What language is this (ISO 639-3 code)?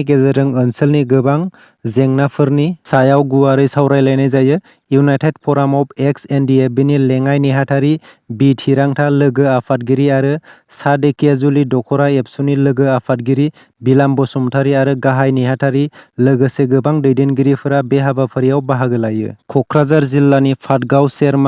brx